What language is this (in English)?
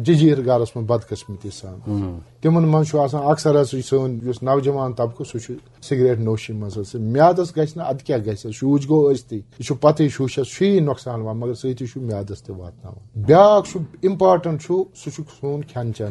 Kashmiri